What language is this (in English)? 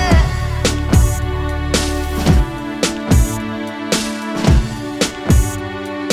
Kazakh